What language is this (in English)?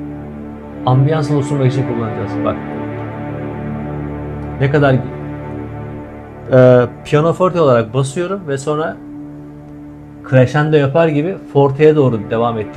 Turkish